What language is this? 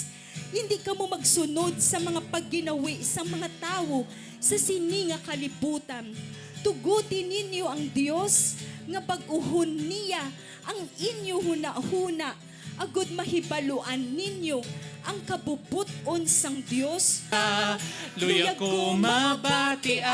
Hiligaynon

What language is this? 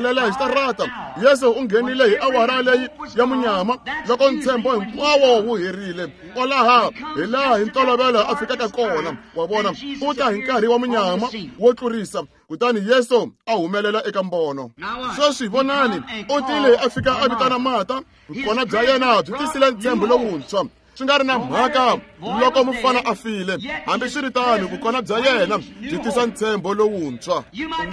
Tsonga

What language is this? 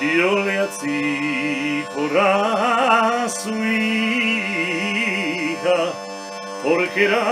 Ladino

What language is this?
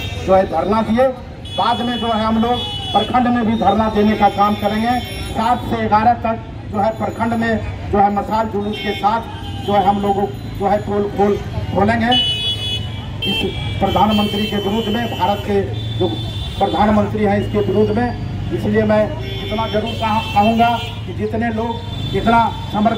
Hindi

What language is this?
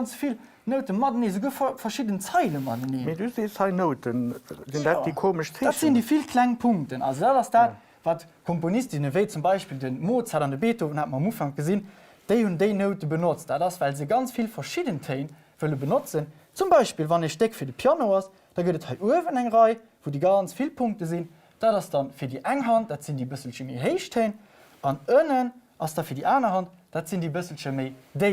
Luxembourgish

